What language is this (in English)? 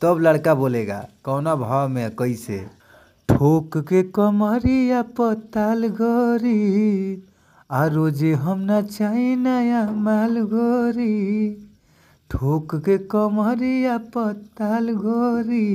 Bhojpuri